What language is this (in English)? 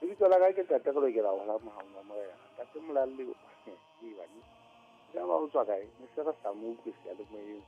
Southern Sotho